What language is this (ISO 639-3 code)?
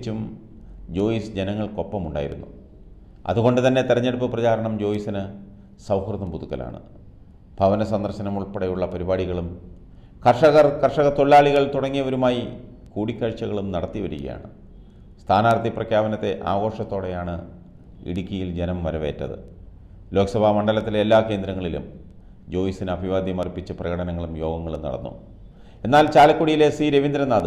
mal